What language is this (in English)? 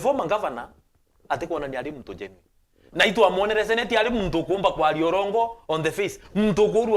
Meru